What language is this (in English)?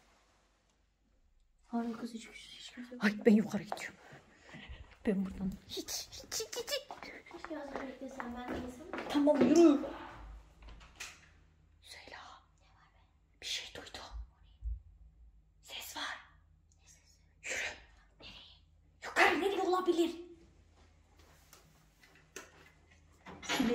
Turkish